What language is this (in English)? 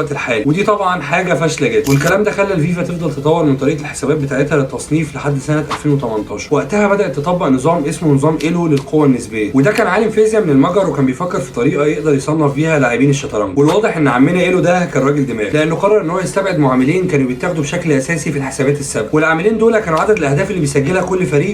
Egyptian Arabic